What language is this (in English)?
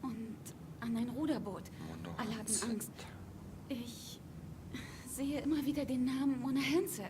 Swiss German